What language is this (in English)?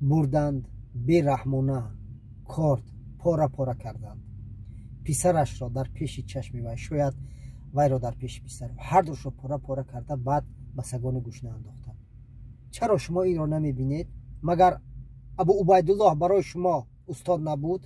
Tajik